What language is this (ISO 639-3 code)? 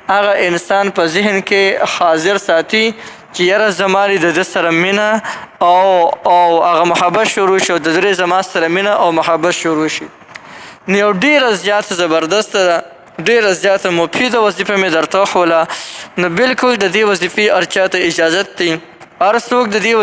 pus